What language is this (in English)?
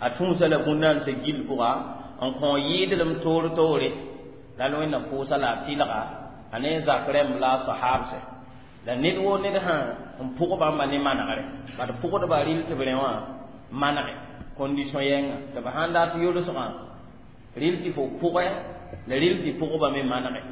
Mossi